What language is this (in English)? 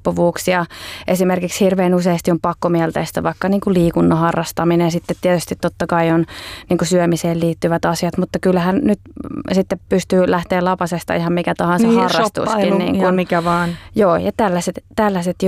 Finnish